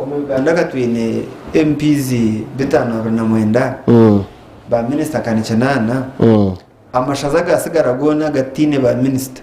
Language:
Nyankole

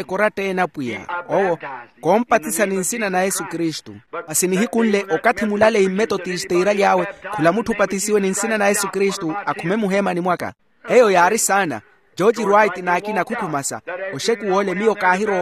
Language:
Makhuwa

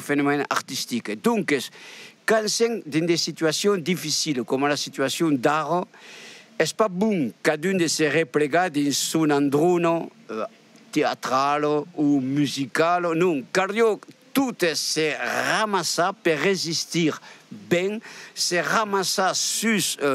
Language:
Occitan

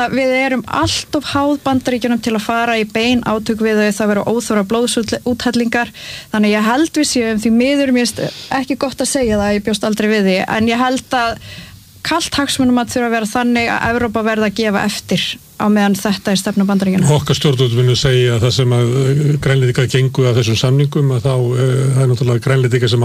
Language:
Icelandic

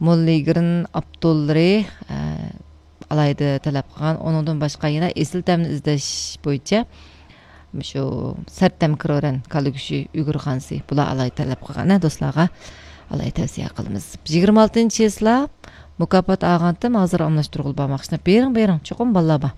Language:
Uyghur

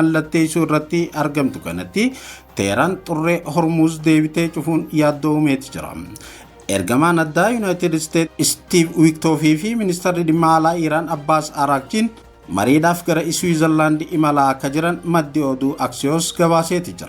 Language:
Oromo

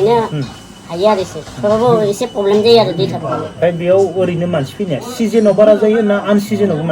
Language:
Bodo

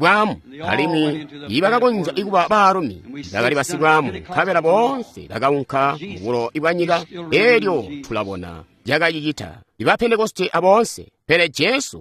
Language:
Tonga (Zambia)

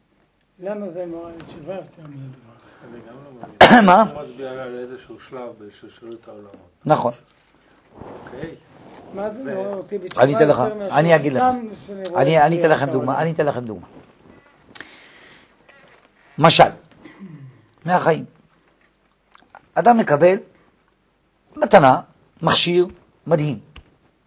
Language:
Hebrew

